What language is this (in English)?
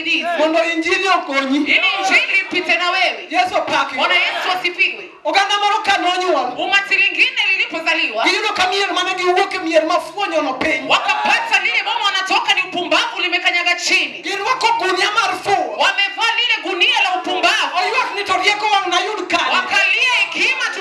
Luo (Kenya and Tanzania)